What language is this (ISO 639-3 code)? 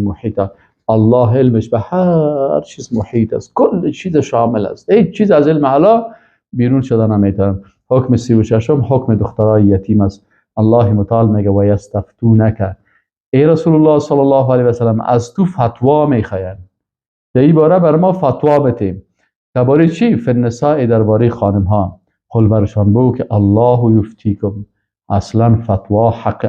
fas